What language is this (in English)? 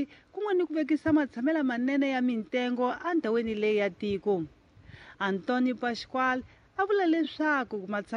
Tsonga